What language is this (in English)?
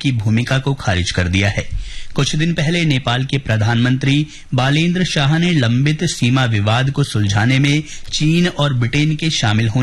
Hindi